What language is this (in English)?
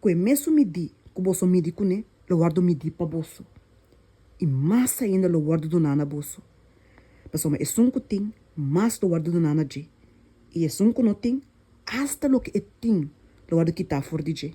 Papiamento